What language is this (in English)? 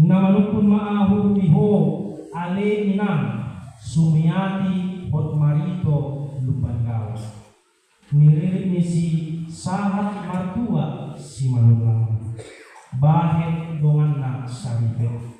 Batak Toba